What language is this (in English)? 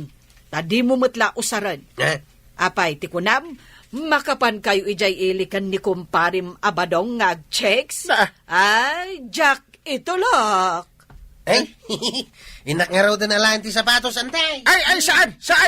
Iloko